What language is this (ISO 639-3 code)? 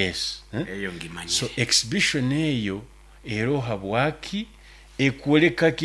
nyo